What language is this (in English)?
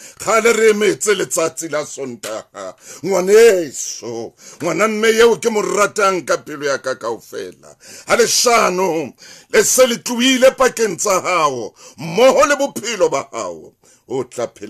Southern Sotho